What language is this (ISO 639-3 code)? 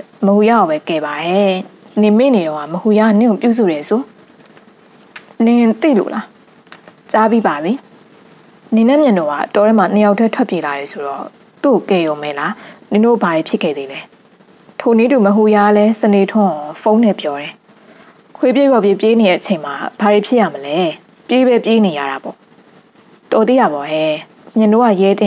mya